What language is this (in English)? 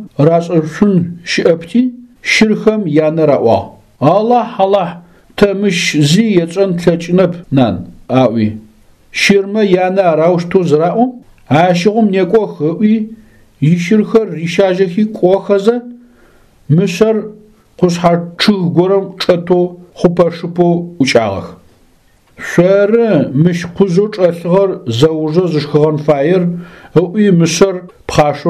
Adyghe